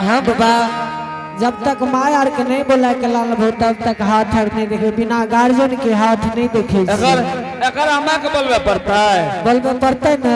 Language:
Angika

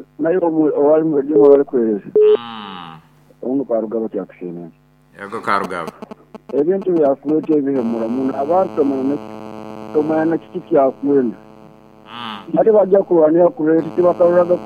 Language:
Nyoro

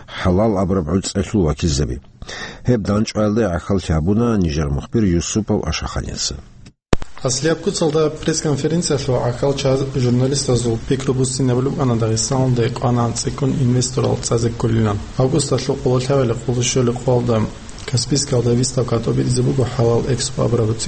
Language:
Avaric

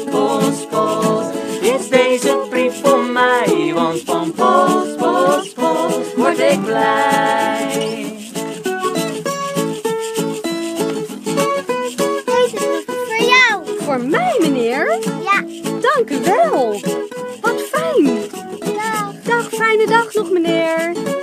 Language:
Dutch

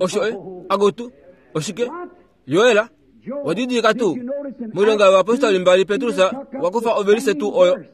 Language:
Kuanyama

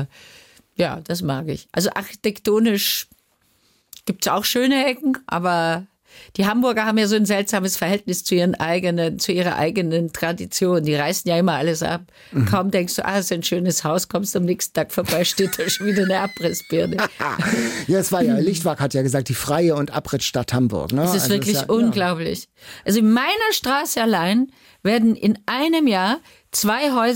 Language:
German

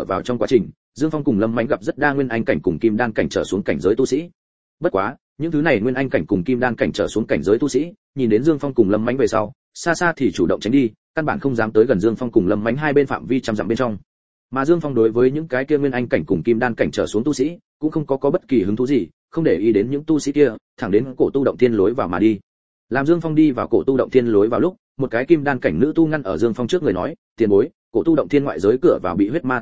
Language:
Vietnamese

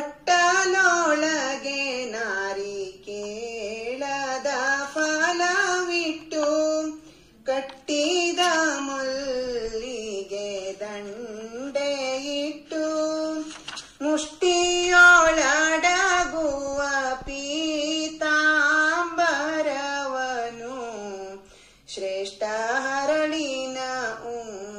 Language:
Kannada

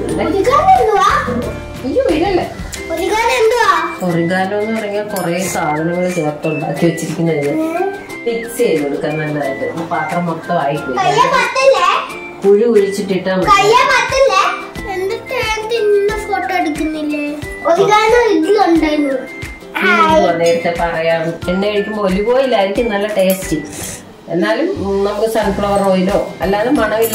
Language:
Malayalam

